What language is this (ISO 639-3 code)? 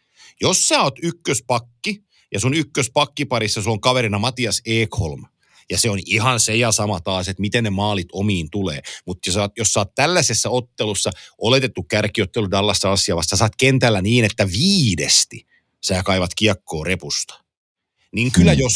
fin